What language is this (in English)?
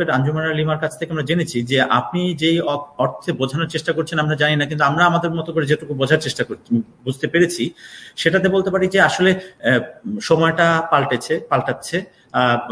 Bangla